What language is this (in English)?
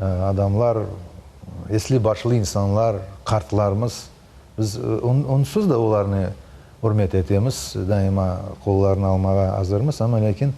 Crimean Tatar